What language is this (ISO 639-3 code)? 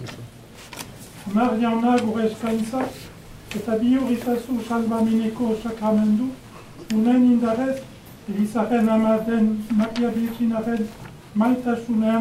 eus